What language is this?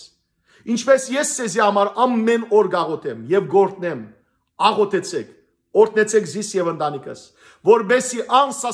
Western Armenian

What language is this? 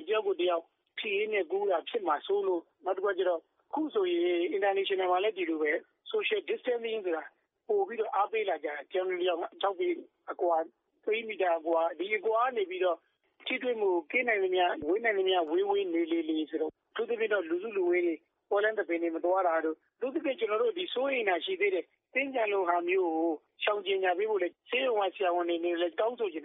Burmese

